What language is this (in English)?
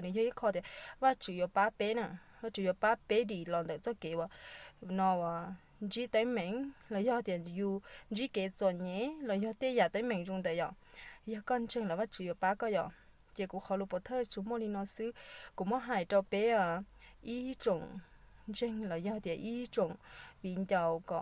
Hmong